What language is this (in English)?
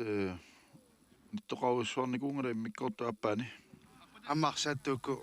Kalaallisut